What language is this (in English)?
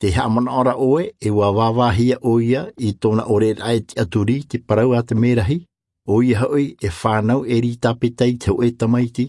Tahitian